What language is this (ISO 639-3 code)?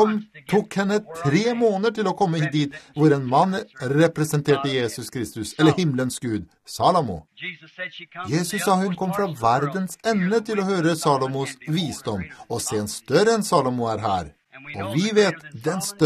nor